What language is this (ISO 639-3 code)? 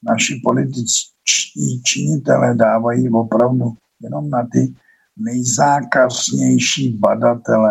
ces